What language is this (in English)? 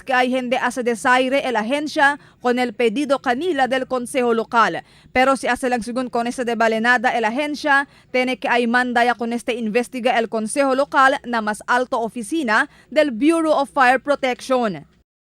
Chavacano